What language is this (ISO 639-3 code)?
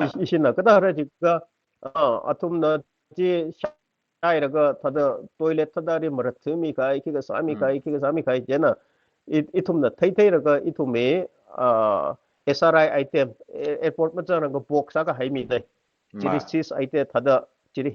nmf